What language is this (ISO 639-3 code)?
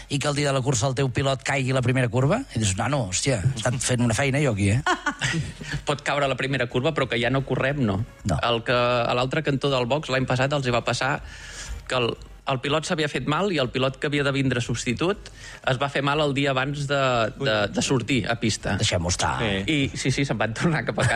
cat